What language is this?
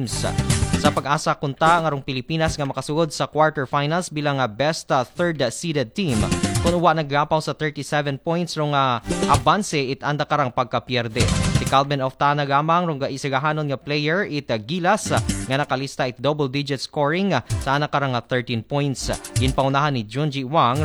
Aklanon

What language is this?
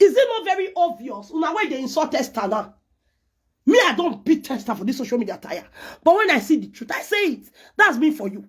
Nigerian Pidgin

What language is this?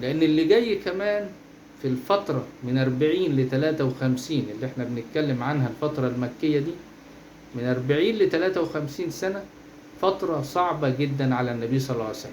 Egyptian Arabic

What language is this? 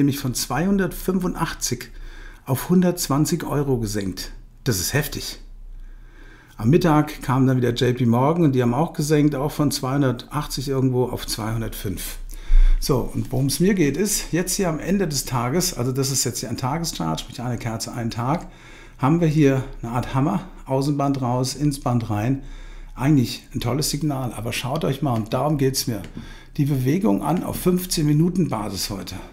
German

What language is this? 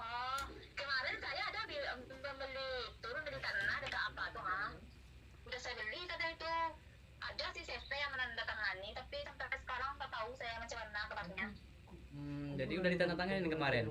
Minangkabau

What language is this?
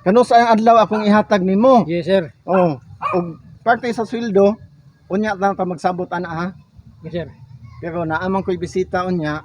Cebuano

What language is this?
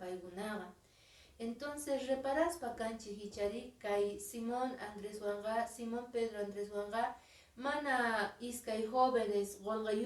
Quechua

